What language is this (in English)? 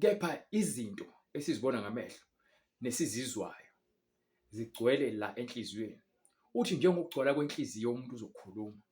Zulu